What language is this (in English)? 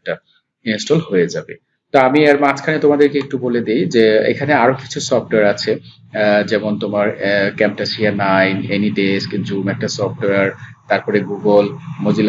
Bangla